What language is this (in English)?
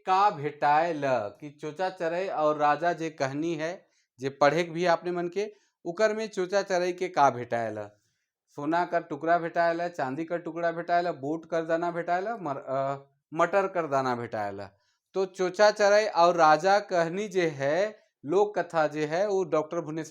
Sadri